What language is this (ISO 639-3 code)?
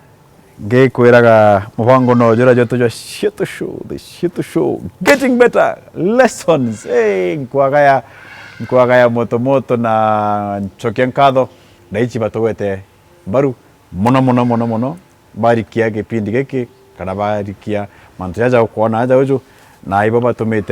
mer